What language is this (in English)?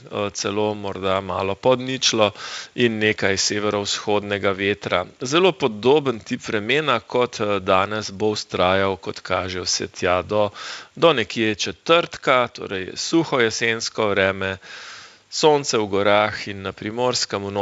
Slovenian